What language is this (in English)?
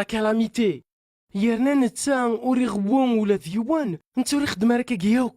Kabyle